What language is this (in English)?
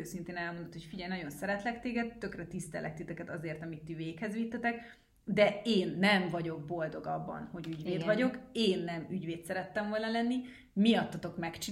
Hungarian